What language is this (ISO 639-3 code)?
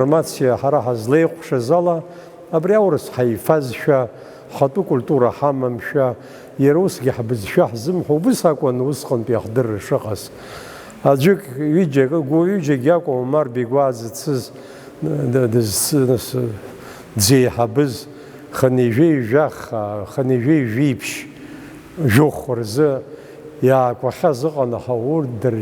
abk